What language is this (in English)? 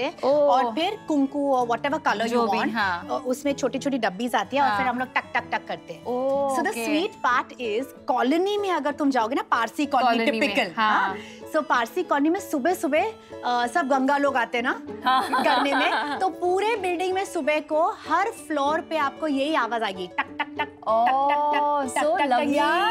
Hindi